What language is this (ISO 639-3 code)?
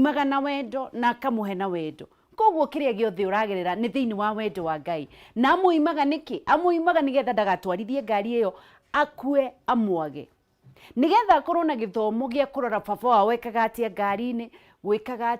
kik